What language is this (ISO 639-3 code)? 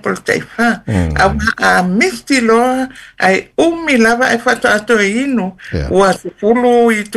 smo